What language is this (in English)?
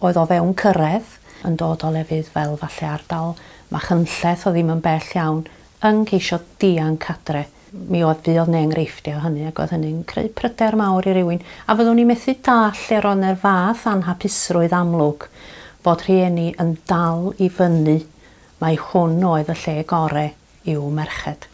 Welsh